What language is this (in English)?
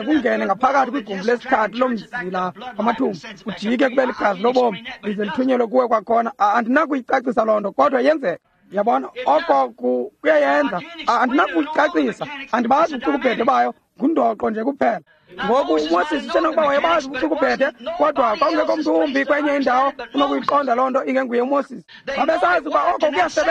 Xhosa